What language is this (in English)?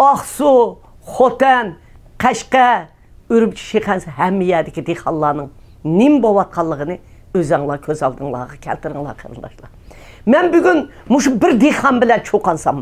Uyghur